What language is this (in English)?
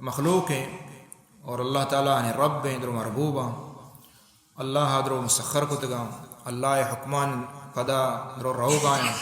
Baluchi